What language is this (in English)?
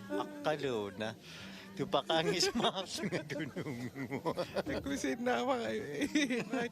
Kalaallisut